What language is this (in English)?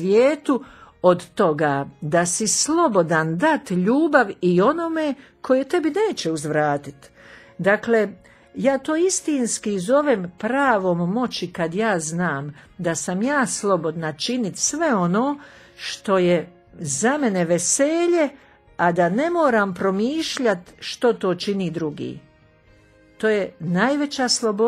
Croatian